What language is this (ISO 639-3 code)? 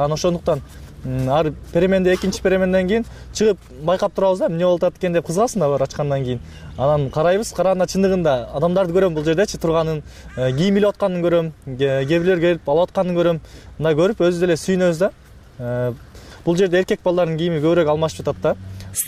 kir